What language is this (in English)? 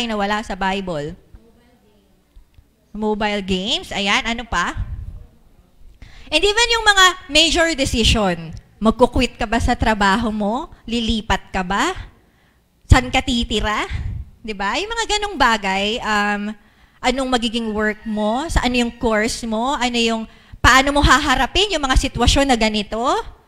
Filipino